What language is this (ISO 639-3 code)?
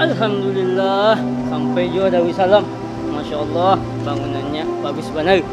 bjn